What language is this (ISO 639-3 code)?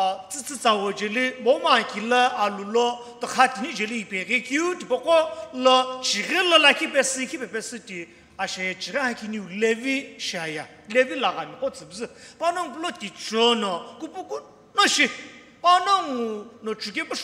nsm